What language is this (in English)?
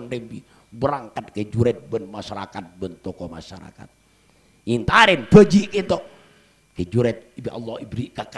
Madurese